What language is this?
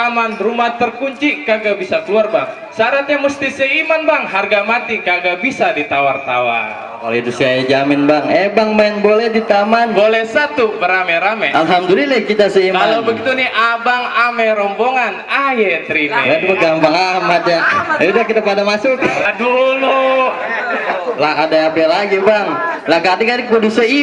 Betawi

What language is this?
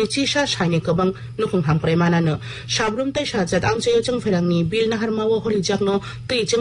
Kok Borok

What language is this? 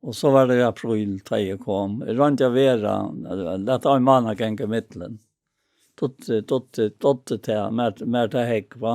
Faroese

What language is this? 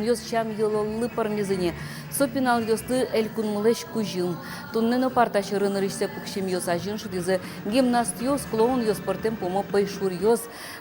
Udmurt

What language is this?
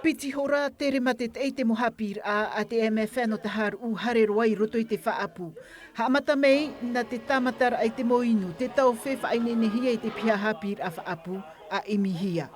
Tahitian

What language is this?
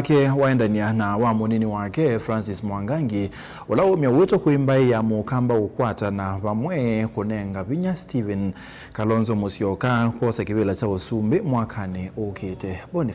Kamba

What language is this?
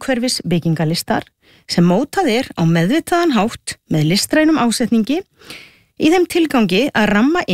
Icelandic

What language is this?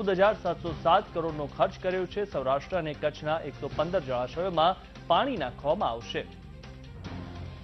Gujarati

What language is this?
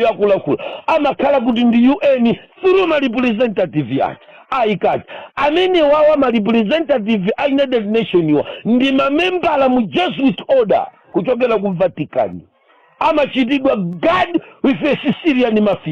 Nyanja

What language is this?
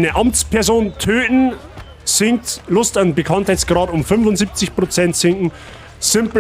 Bavarian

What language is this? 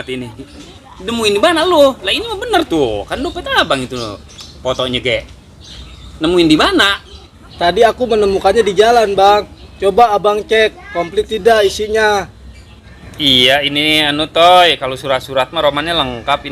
Betawi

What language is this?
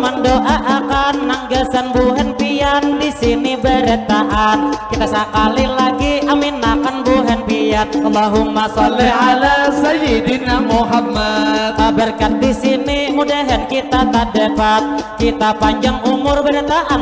Banjar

